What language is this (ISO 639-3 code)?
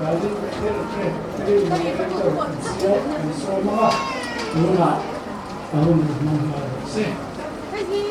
lus